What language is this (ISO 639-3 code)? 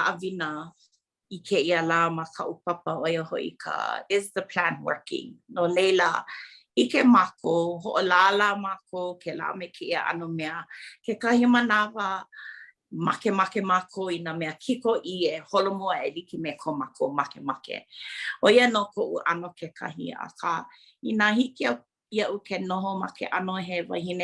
haw